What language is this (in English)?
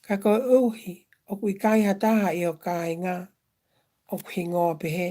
Tongan